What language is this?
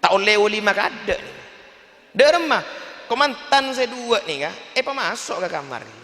Madurese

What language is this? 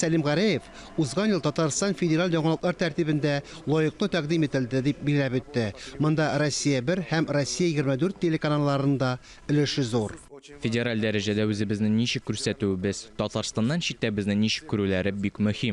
Tatar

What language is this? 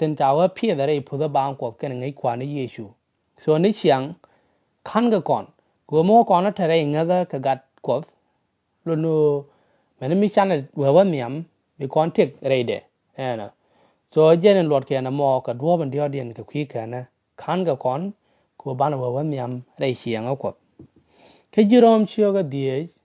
Nuer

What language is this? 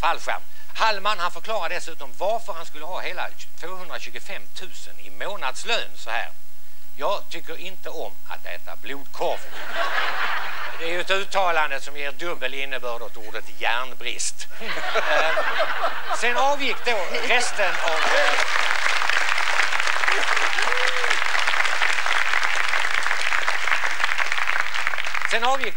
Swedish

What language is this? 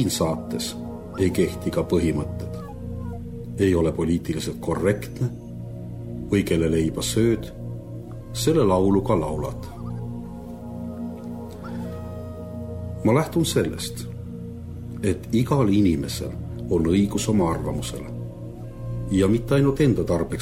Estonian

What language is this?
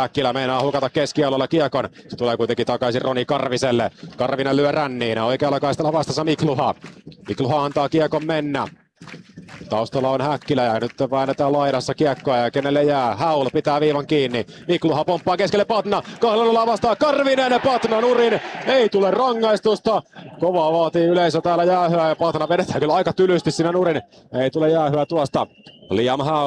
Finnish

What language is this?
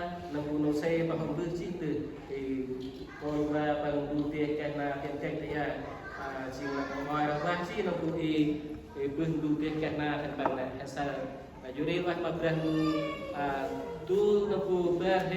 Central Mnong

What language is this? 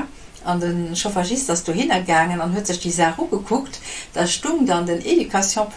Luxembourgish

